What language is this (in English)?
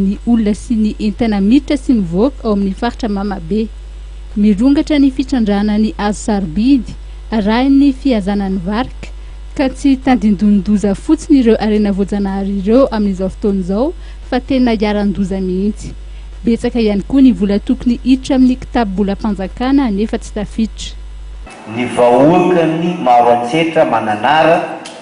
Malagasy